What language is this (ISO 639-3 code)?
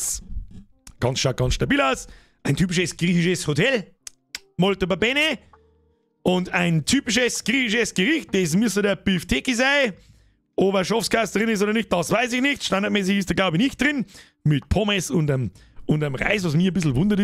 bar